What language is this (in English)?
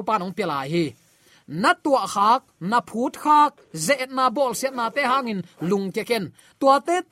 Tedim Chin